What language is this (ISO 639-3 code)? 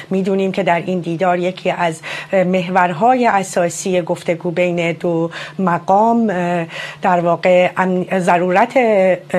fas